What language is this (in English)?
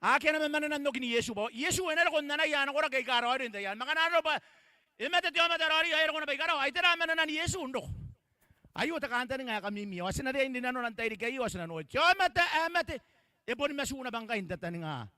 Gilbertese